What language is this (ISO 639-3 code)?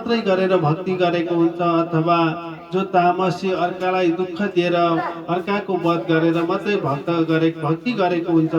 nep